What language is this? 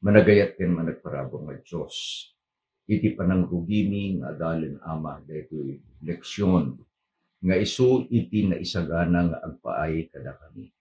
Iloko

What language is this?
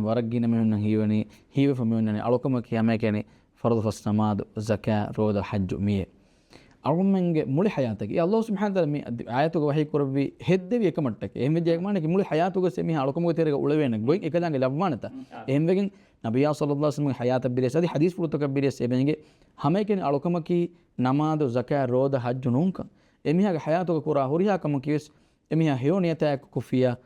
Divehi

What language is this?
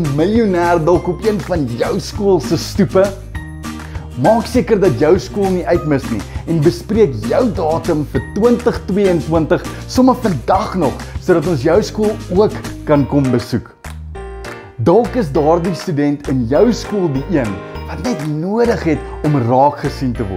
Afrikaans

